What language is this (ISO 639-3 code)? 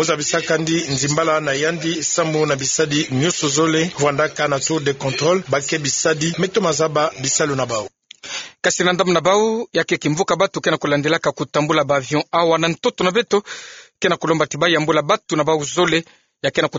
ktu